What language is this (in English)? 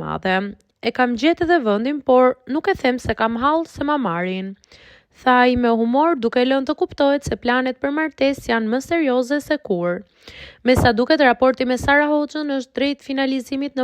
Albanian